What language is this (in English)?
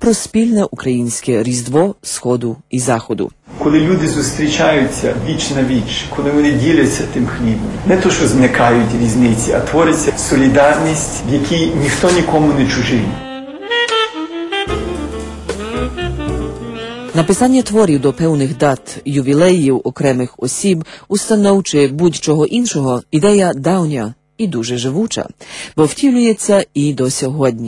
Ukrainian